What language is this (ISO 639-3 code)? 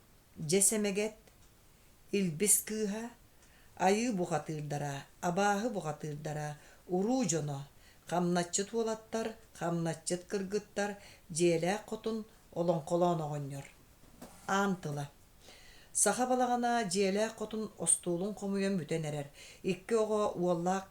sah